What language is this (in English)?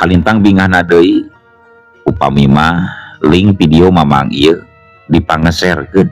Sundanese